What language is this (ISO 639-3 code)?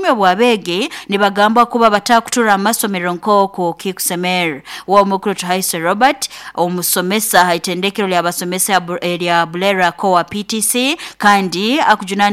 nyo